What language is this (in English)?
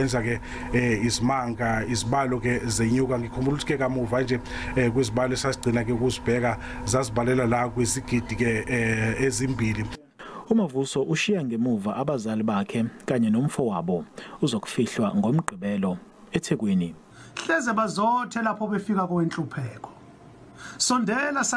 Zulu